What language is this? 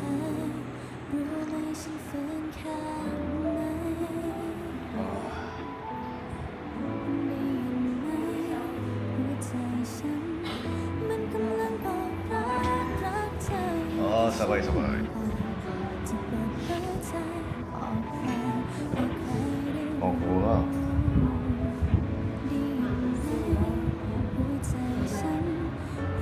Thai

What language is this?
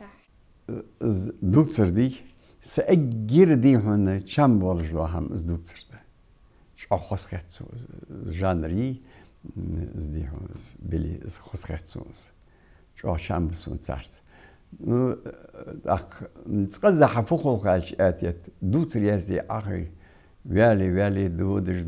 Ingush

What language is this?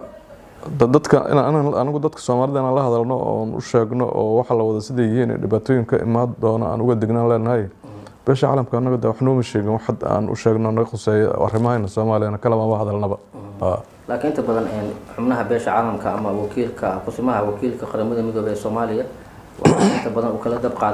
Somali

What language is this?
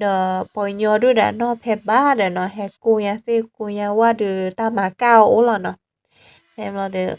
S'gaw Karen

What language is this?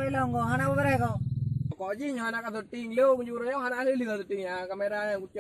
Achinese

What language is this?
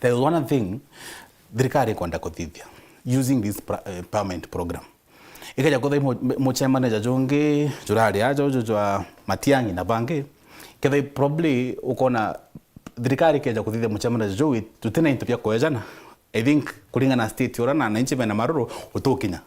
Meru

